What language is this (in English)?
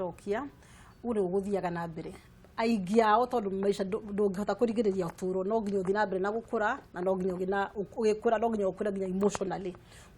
Kikuyu